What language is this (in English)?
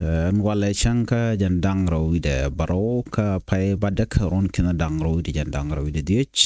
Nuer